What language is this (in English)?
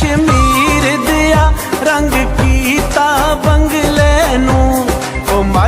Pahari-Potwari